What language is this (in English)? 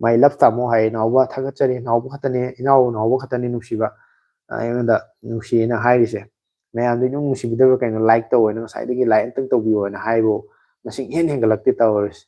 Manipuri